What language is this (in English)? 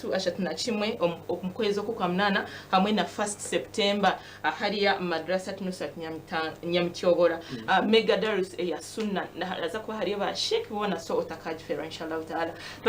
Nyankole